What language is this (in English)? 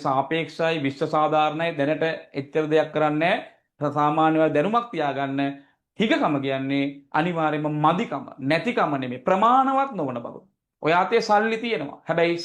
Sinhala